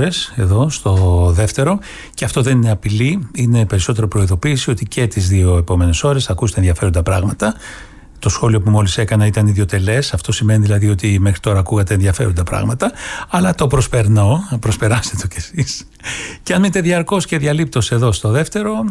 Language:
Greek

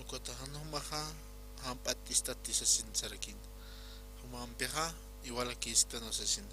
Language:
Aymara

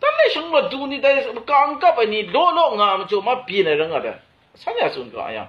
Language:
Kachin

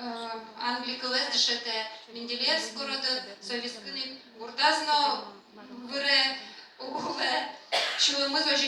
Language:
Udmurt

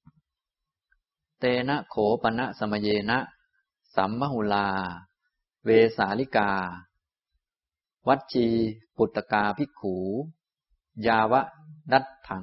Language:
Thai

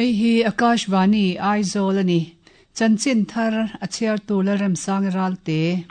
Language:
Mizo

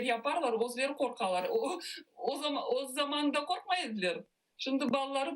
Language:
Crimean Tatar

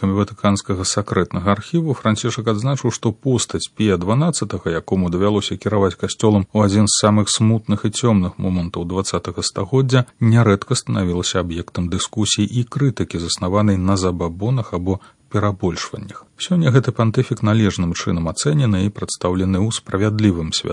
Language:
Belarusian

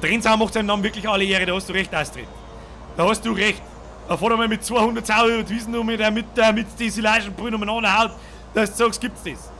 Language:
Bavarian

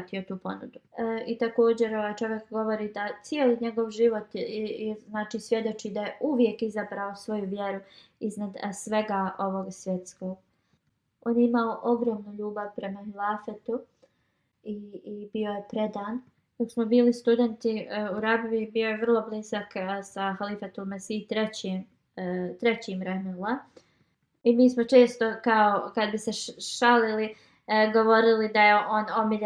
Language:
Bosnian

